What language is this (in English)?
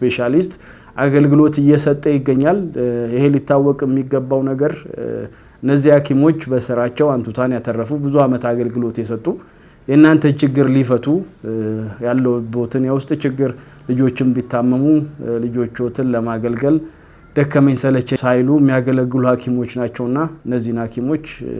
Amharic